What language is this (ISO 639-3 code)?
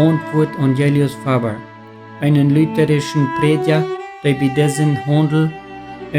pdt